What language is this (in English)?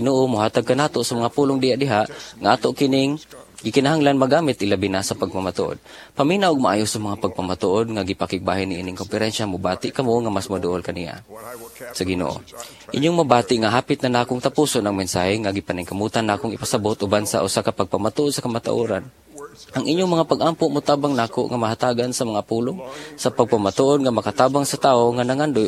Cebuano